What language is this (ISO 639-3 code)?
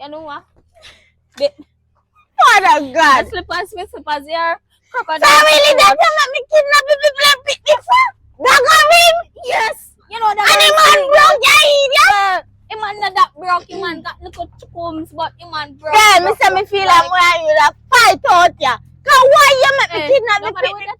jam